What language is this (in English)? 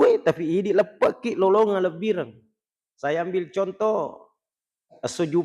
Buginese